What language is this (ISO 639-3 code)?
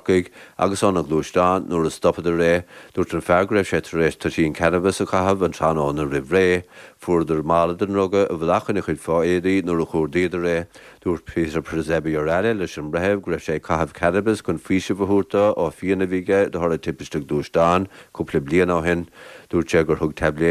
gle